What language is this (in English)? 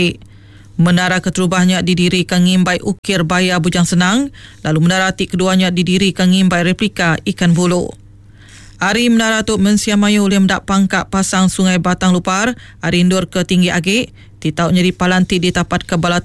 Iban